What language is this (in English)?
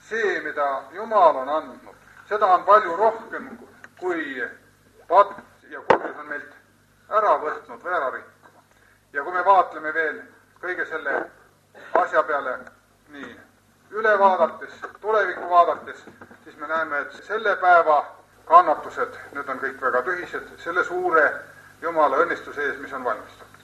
Estonian